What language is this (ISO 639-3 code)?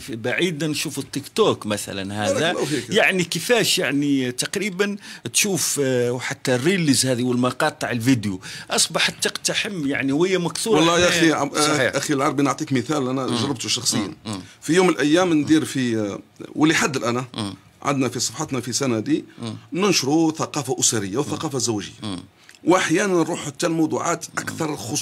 arq